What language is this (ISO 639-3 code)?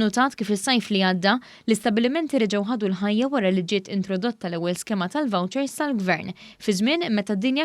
mlt